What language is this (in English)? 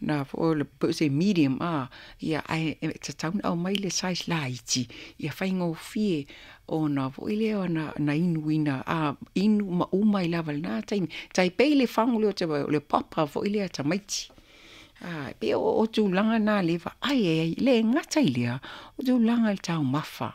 Samoan